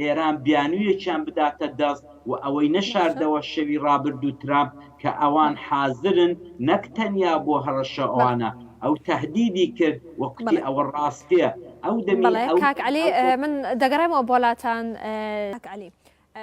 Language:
Central Kurdish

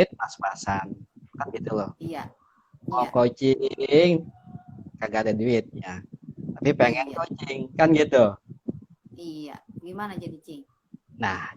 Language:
Betawi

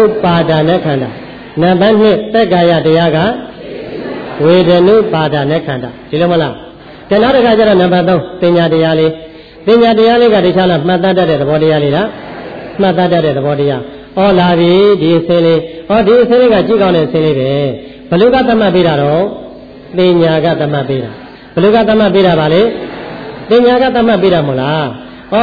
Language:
Burmese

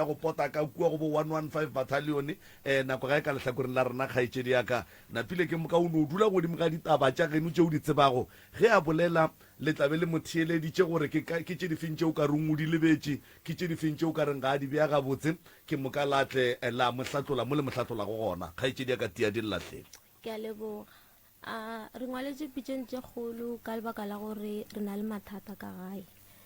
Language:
Northern Sotho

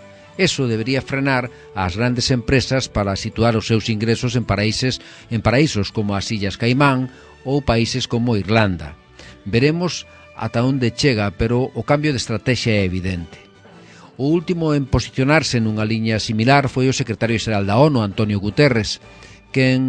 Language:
Galician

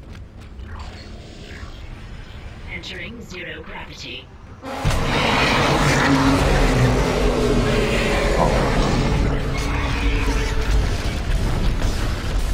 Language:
Japanese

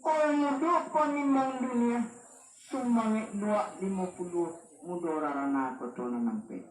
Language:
Minangkabau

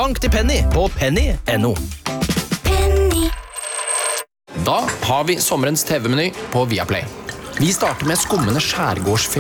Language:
Norwegian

